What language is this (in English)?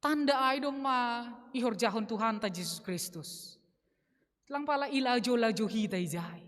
Batak Simalungun